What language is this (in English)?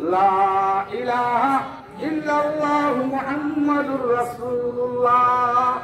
Sylheti